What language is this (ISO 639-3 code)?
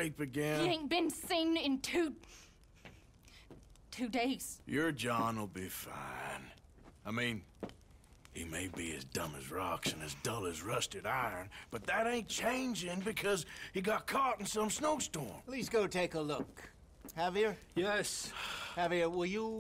eng